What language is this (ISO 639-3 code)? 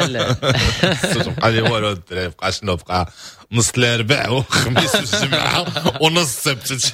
ary